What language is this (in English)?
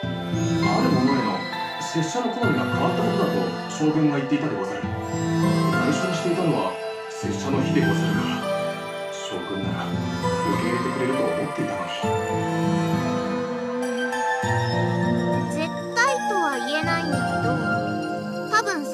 Japanese